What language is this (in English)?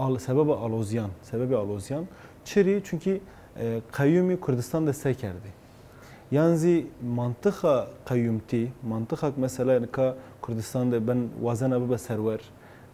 Zaza